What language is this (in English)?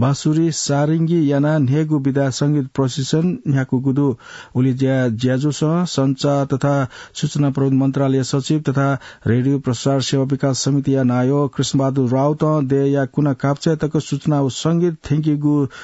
Newari